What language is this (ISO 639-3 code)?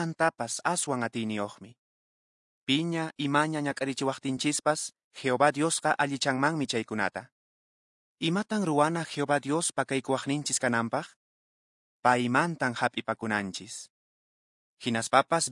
que